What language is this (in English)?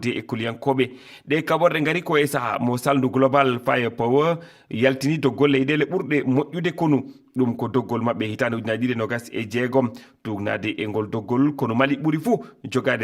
Fula